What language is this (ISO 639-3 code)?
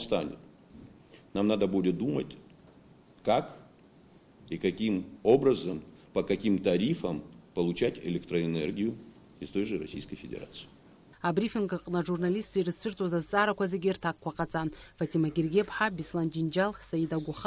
abk